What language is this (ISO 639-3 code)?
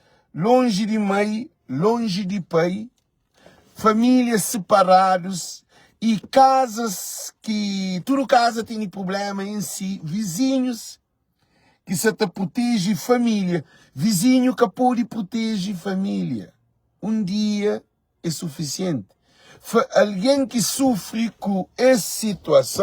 kea